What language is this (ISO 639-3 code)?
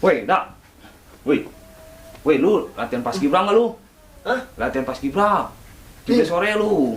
bew